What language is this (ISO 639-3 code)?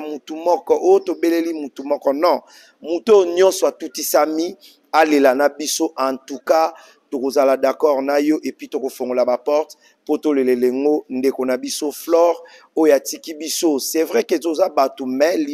lin